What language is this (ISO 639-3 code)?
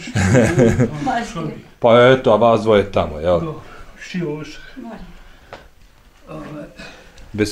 bos